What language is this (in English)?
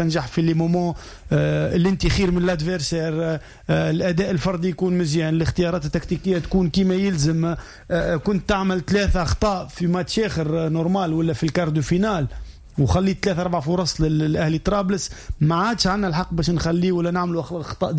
Tunisian Arabic